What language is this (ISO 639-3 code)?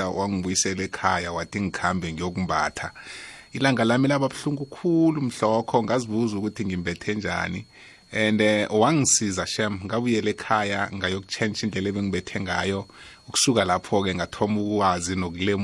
nbl